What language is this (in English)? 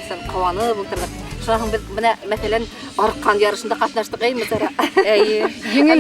Bashkir